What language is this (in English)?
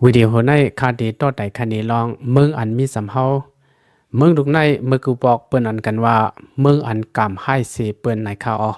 Shan